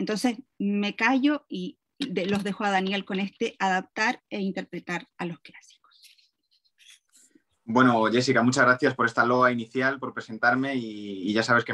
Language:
Spanish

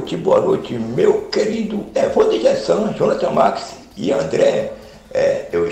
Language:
Portuguese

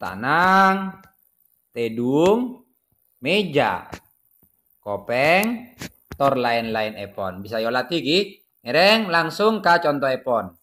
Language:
Madurese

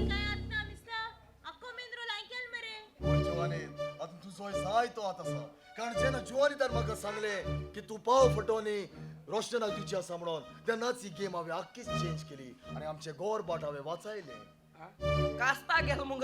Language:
Konkani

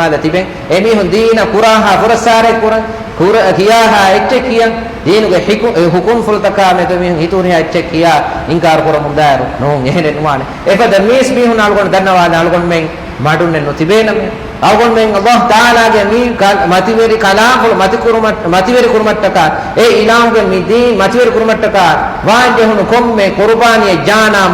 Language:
Divehi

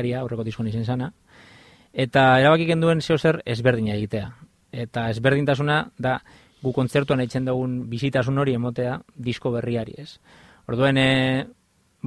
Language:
Basque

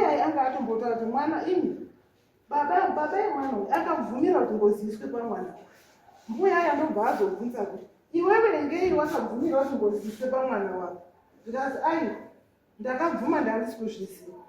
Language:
Shona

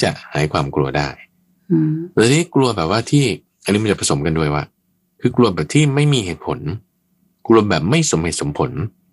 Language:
Thai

